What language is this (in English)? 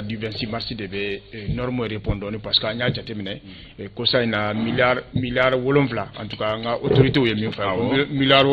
Bambara